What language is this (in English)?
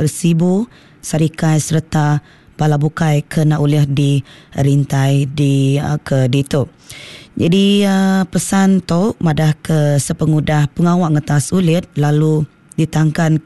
Iban